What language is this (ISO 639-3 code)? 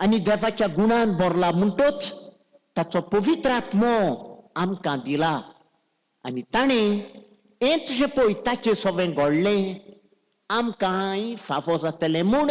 kok